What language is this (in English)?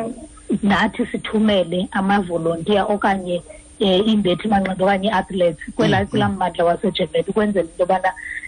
Xhosa